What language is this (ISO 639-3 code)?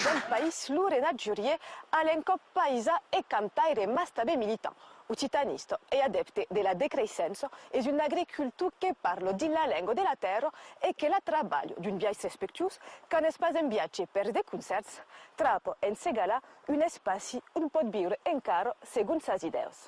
oci